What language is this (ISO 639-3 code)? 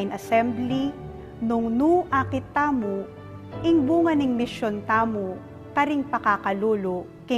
pam